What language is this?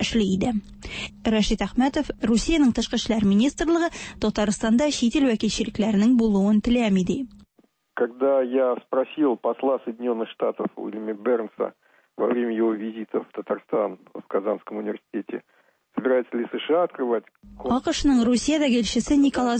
Tatar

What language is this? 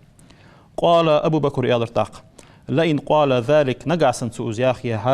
Ingush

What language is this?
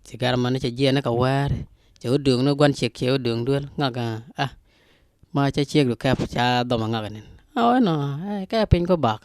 Nuer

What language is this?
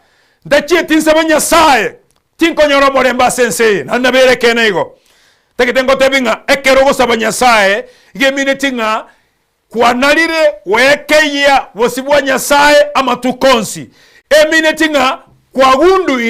Gusii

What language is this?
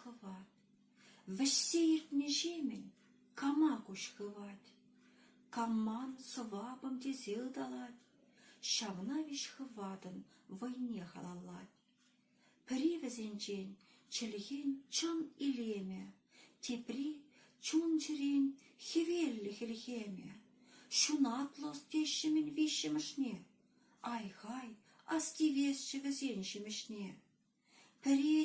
Chuvash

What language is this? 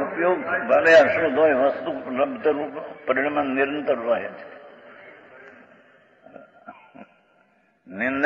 Gujarati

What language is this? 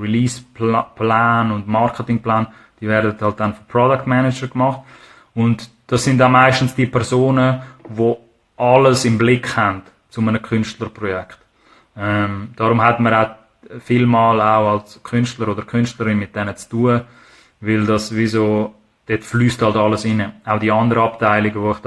Swiss German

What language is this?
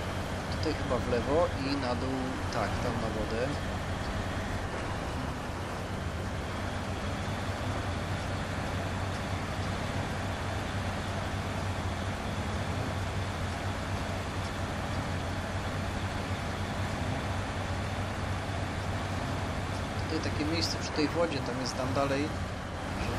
Polish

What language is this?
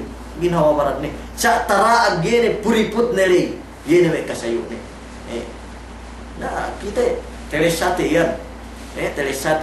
Yakan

